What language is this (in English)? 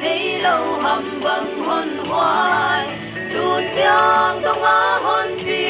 Paite Chin